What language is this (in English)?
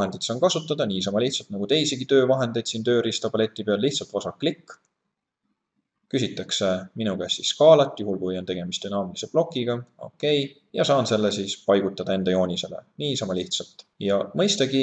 Estonian